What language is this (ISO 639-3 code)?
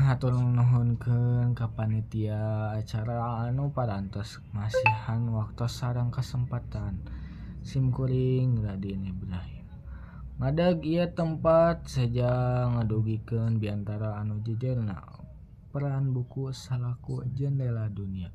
sun